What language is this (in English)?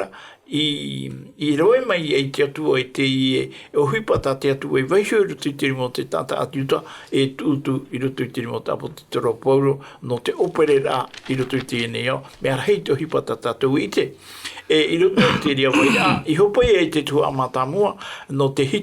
Tahitian